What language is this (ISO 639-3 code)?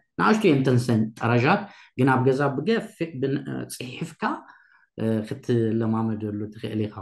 tir